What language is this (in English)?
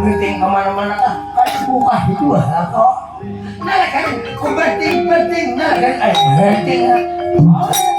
Banjar